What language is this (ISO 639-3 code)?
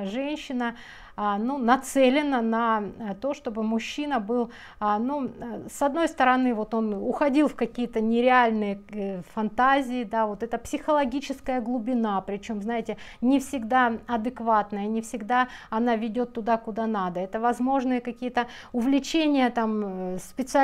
rus